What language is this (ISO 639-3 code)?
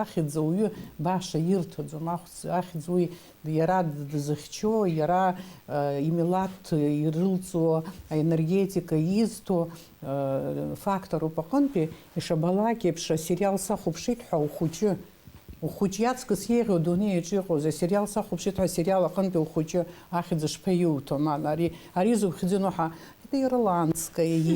abk